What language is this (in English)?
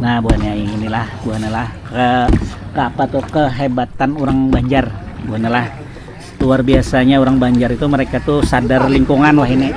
Banjar